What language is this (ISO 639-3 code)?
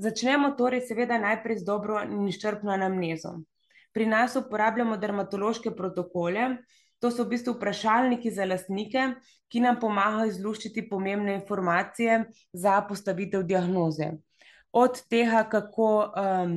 slv